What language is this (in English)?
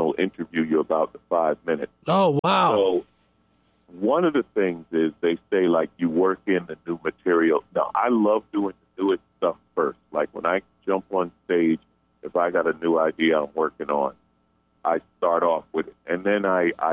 English